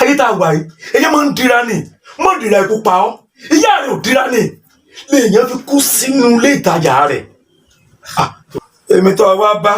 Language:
Yoruba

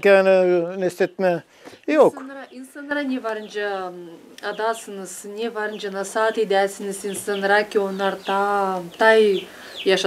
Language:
Gagauz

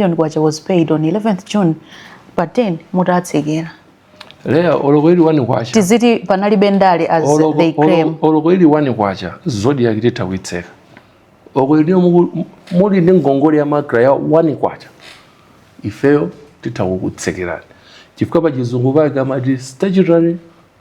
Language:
Nyanja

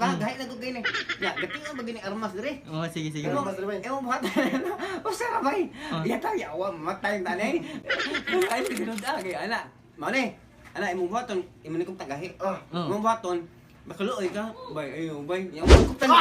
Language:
Cebuano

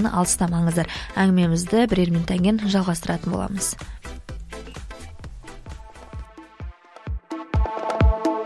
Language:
Kazakh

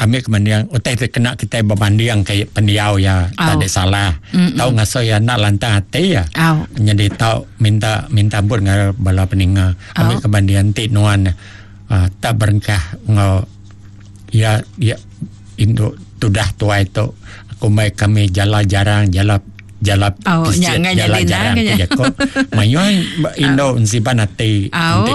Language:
Iban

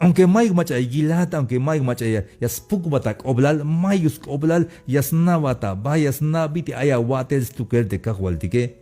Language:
Tzeltal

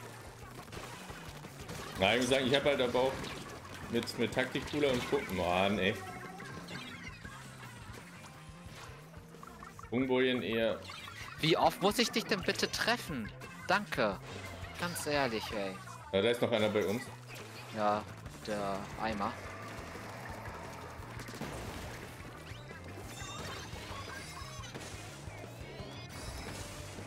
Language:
German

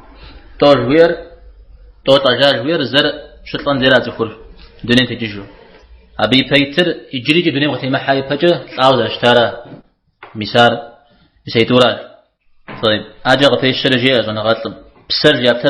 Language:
Kabardian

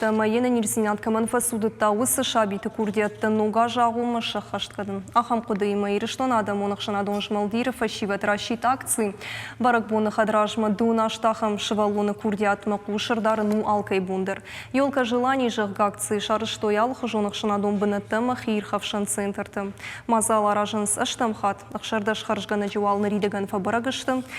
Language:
Ossetic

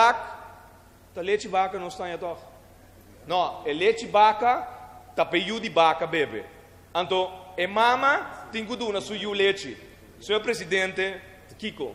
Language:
Papiamento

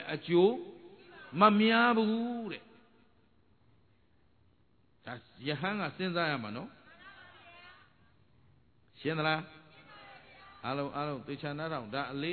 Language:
Burmese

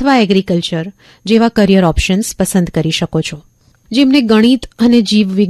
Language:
Gujarati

